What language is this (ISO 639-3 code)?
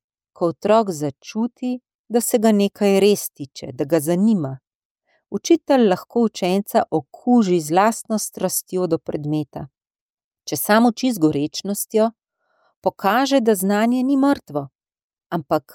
slv